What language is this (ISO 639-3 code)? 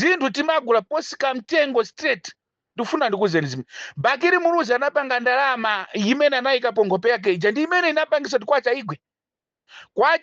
nya